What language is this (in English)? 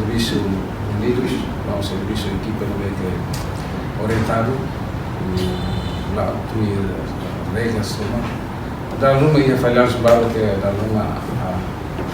Tetum